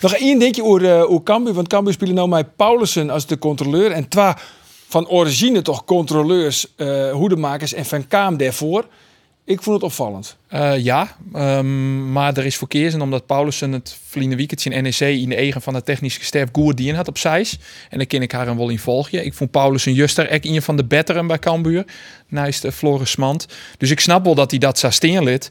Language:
Western Frisian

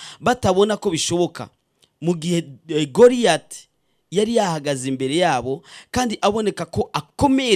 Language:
Rundi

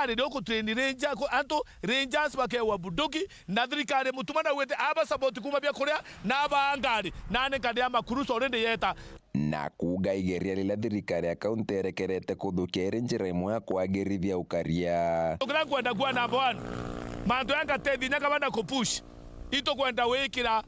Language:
Meru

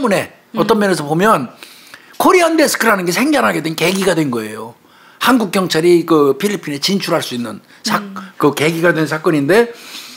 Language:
Korean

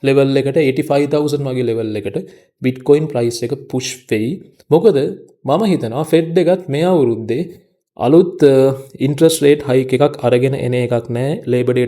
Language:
Sinhala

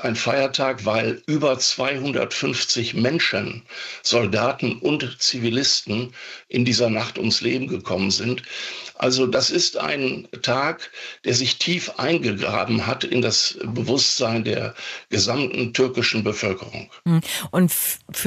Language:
German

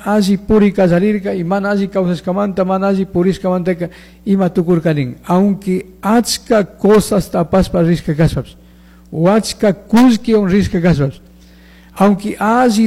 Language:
Chimborazo Highland Quichua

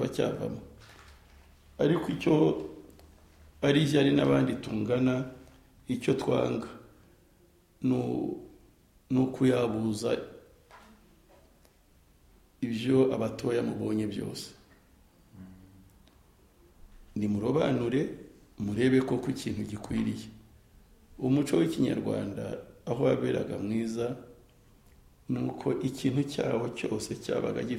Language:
Kinyarwanda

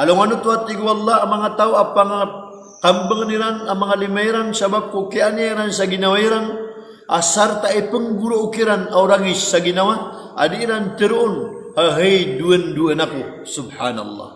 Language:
Maranao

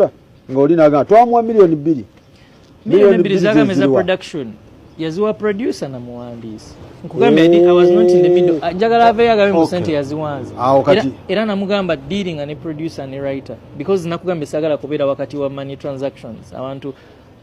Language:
Ganda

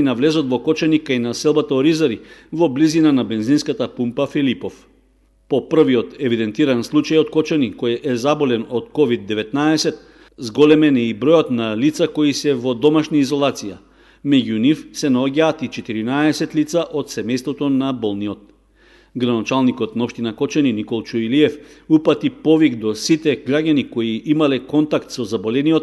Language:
Macedonian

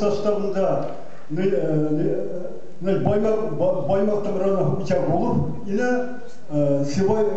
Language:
Bashkir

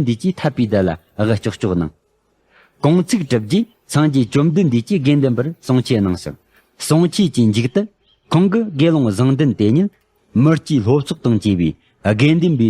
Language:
Tibetan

